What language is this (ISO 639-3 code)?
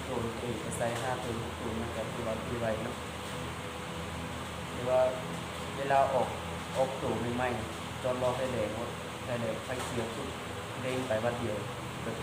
lao